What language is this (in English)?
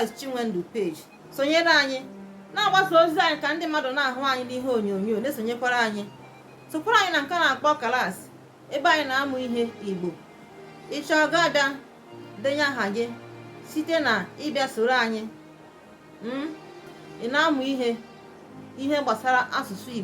Igbo